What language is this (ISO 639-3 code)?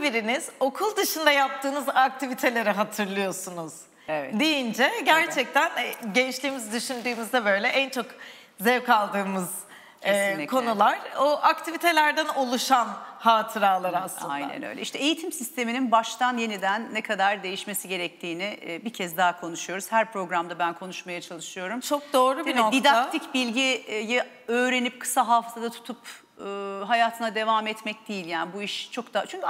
tur